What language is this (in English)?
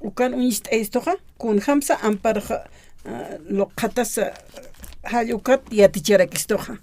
Aymara